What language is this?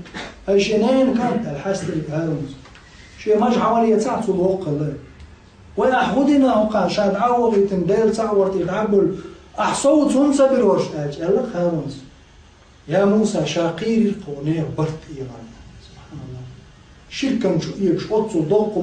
Chechen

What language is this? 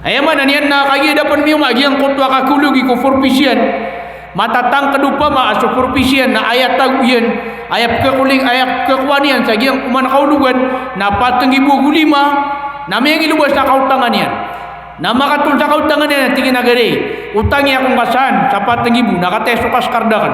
Maranao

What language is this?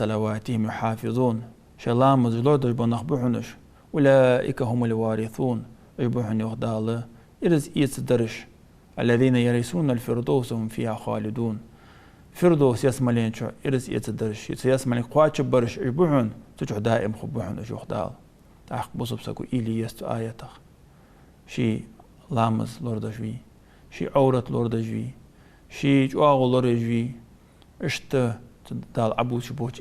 Ingush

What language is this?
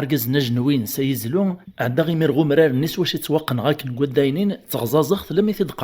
Kabyle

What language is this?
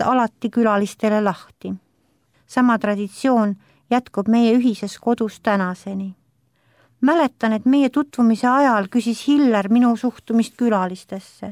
Estonian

